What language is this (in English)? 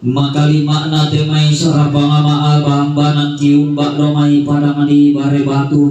Toraja-Sa'dan